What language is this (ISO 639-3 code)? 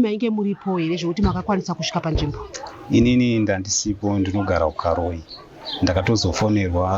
sna